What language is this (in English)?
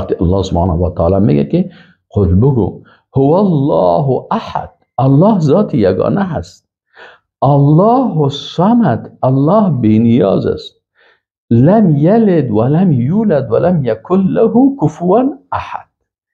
Persian